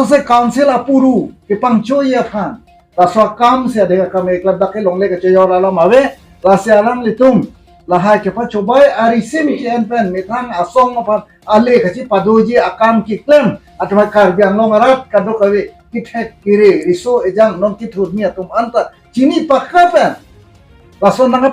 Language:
Karbi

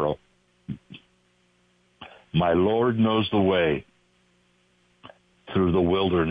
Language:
English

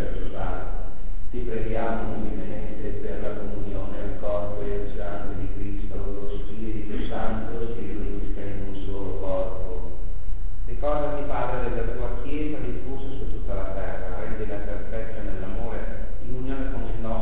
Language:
Italian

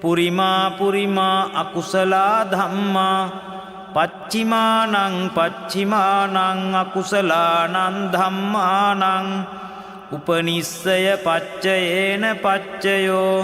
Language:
Pali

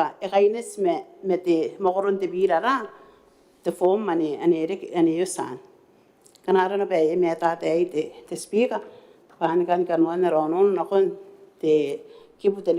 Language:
Gilbertese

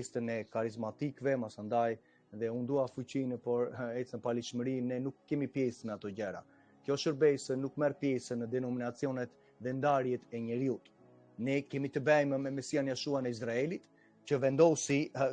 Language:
Albanian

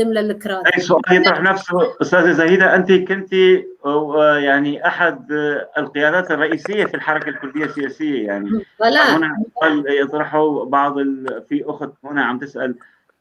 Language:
North Levantine Arabic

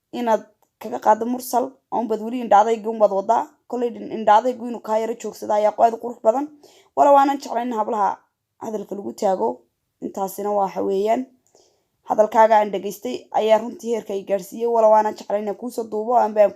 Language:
Somali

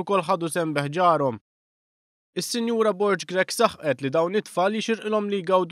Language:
Maltese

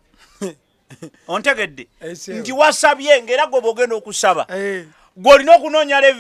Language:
Ganda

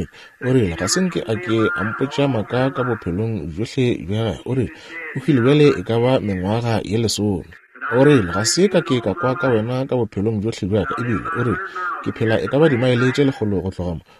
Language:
Northern Sotho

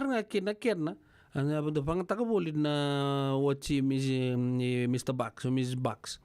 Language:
Fijian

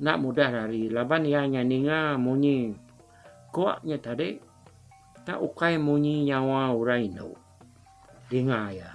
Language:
Iban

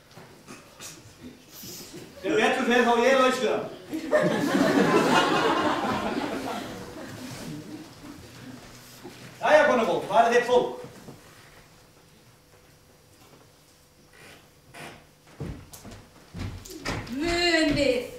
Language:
Icelandic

